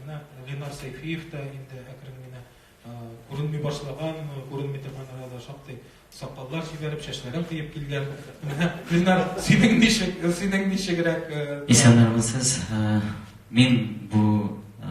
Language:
Tatar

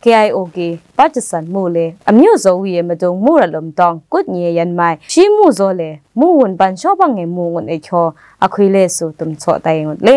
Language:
Kachin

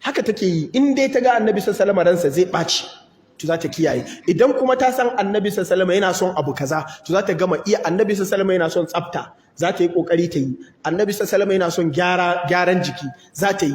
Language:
Hausa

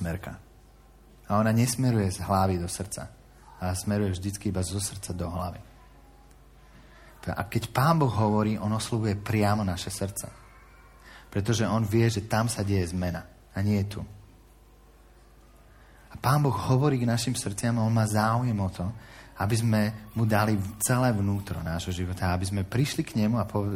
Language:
Slovak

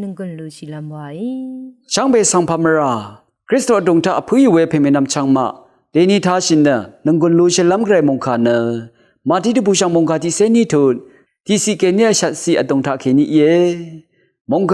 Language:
Rawang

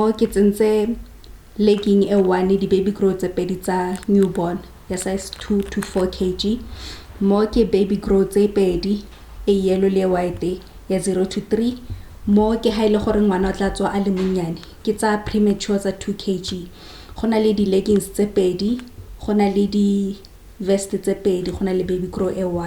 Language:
Tswana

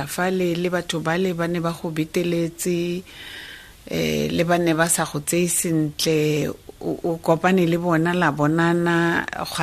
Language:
Tswana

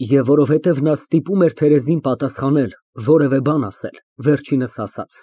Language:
Armenian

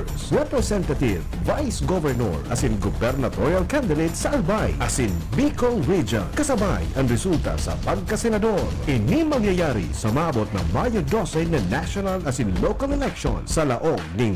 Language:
Bikol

